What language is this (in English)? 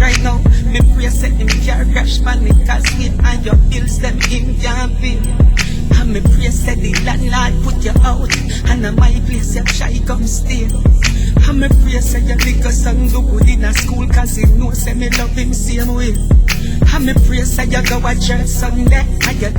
Jamaican Creole English